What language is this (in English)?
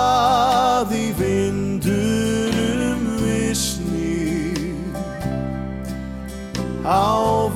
Icelandic